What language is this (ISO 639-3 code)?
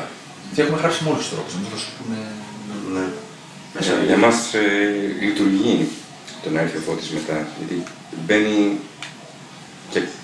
ell